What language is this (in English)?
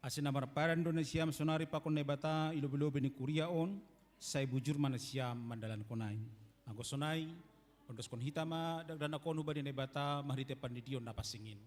Batak Simalungun